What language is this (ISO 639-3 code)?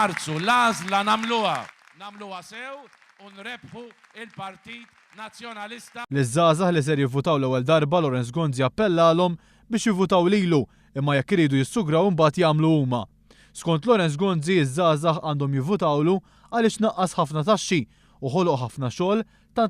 mlt